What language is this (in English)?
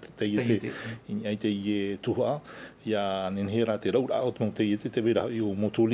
Tahitian